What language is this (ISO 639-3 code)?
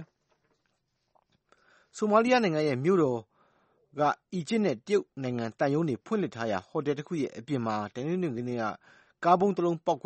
mya